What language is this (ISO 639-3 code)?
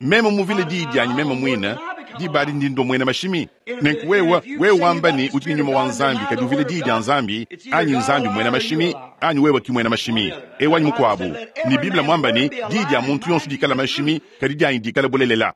lua